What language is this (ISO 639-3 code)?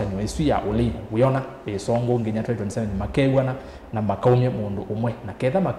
kam